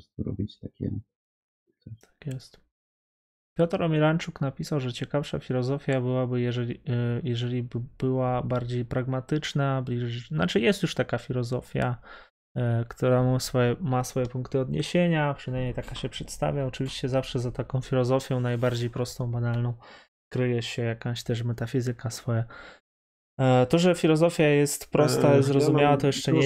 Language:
Polish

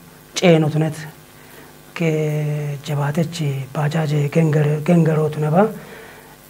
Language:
Kafa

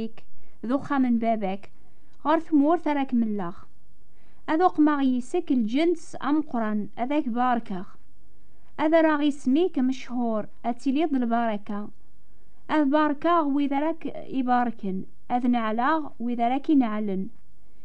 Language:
Kabyle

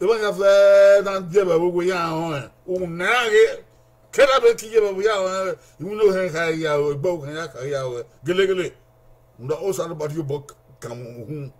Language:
Bini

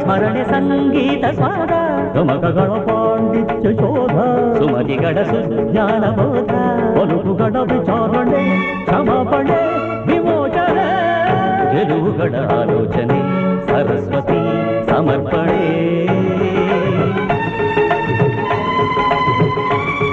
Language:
Kannada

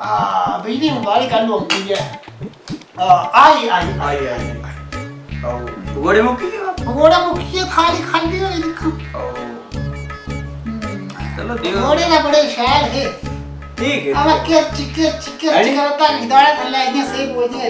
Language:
Dogri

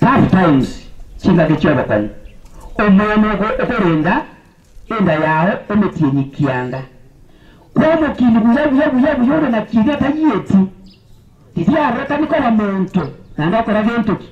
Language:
Gusii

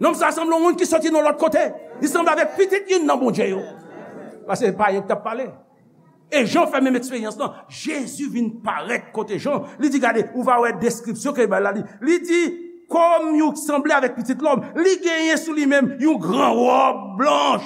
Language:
Haitian Creole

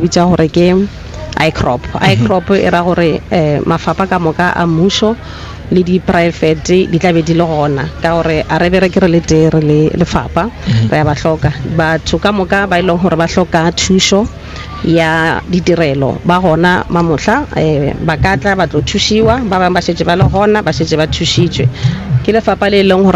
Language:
Northern Sotho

